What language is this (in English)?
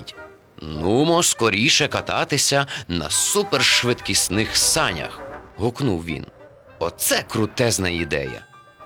Ukrainian